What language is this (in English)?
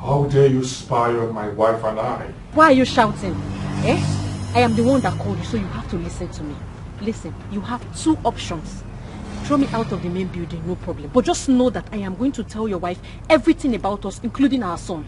Nigerian Pidgin